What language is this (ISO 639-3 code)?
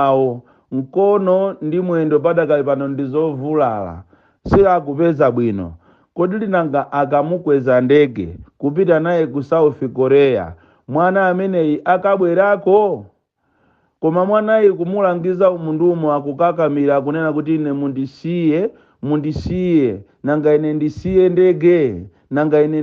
nya